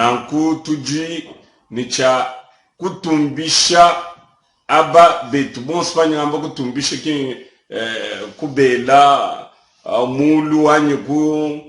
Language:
Luba-Lulua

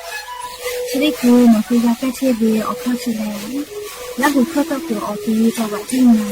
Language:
Lahu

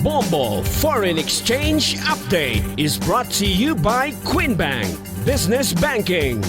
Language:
Hiligaynon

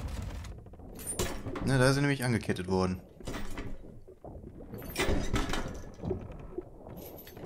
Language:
German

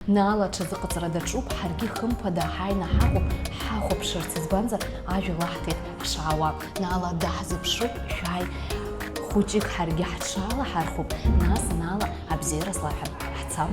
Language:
Abkhazian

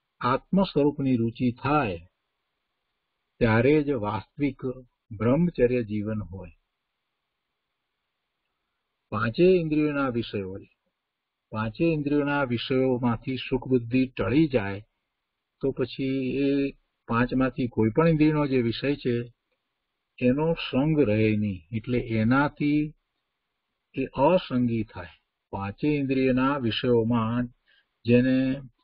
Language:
Gujarati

